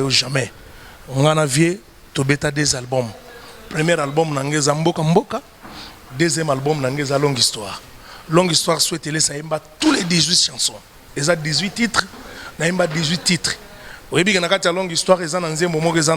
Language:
Lingala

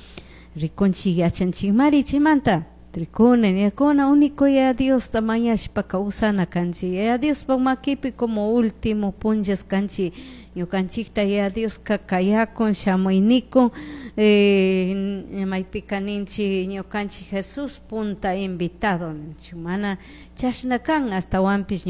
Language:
Chimborazo Highland Quichua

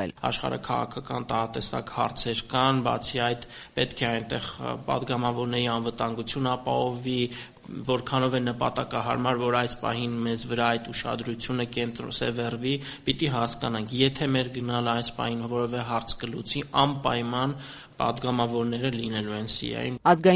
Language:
Armenian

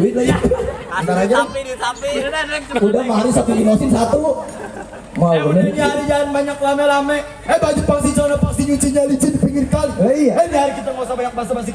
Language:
Betawi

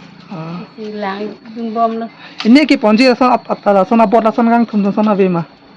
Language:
Karbi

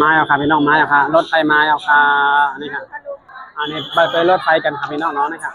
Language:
Shan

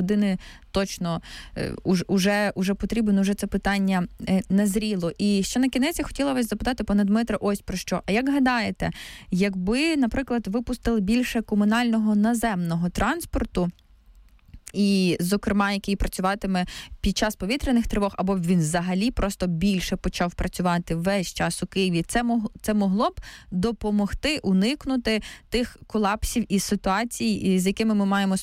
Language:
Ukrainian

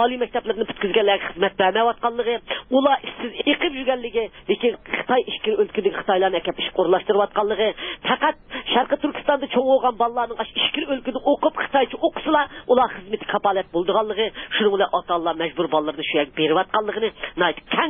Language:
Uyghur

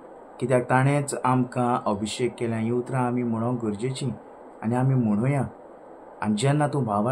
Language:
Konkani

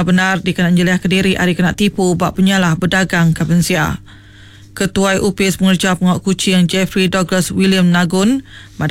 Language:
Iban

